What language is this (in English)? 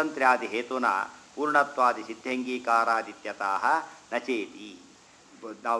Kannada